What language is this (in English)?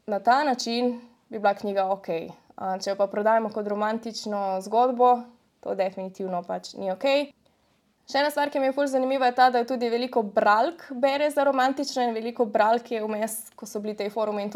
Slovenian